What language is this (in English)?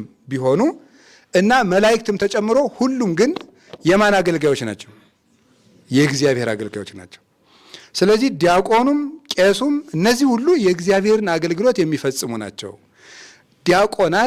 Amharic